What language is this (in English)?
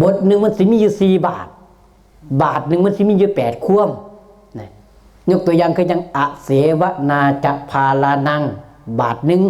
Northeastern Thai